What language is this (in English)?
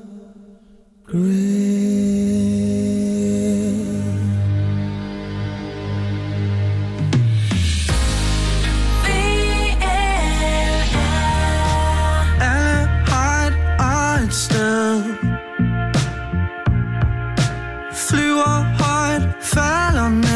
Danish